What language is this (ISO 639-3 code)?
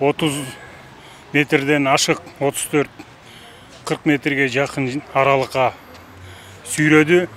kir